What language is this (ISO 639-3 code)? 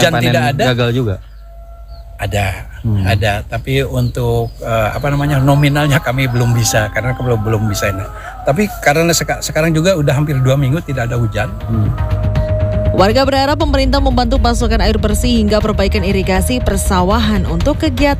ind